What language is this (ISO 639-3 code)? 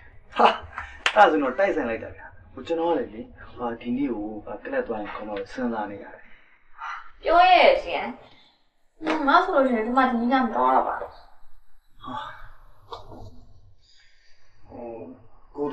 mya